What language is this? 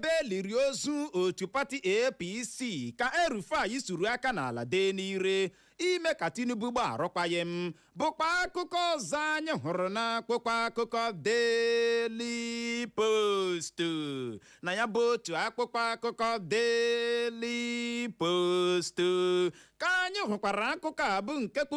Igbo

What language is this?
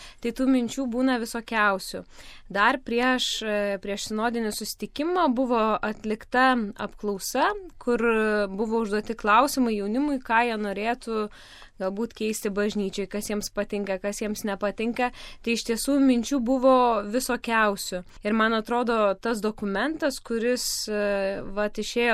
Lithuanian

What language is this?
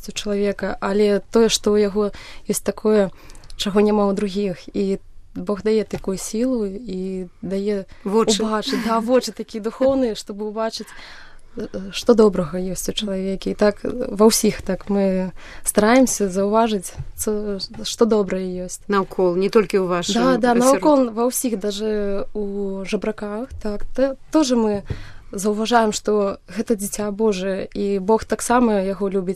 Belarusian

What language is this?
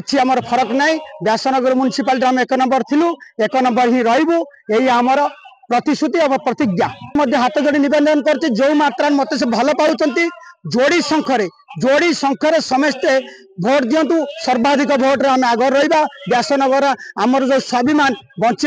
Odia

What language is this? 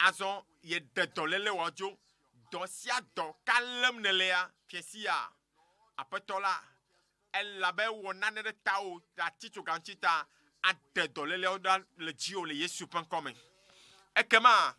Ewe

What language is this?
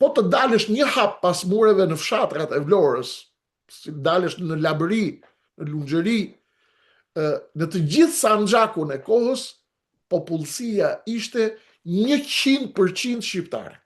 Albanian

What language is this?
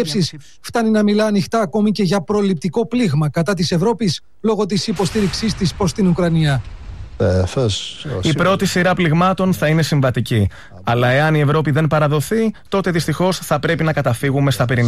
Greek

